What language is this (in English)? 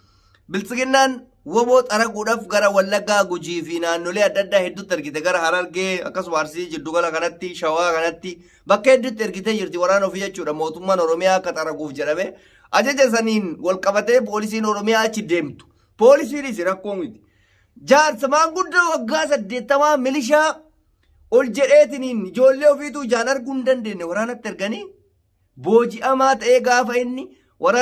Oromo